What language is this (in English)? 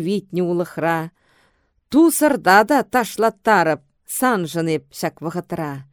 Chuvash